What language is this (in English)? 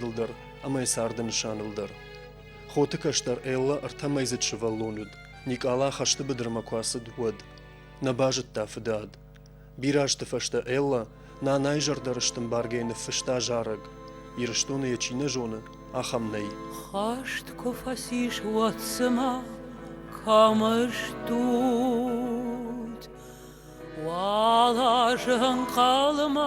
Ossetic